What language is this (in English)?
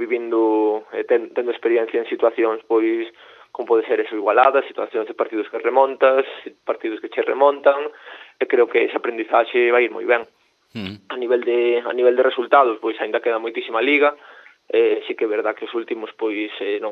Galician